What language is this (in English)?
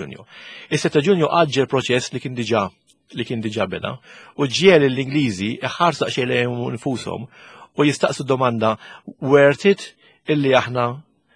Maltese